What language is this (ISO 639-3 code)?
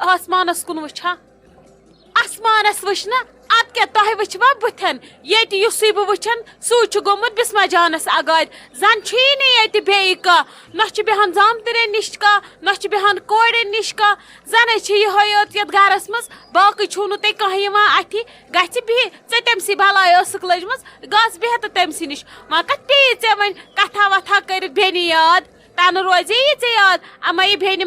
kas